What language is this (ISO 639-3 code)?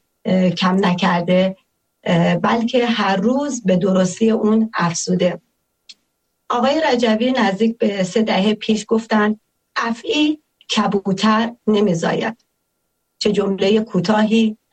fas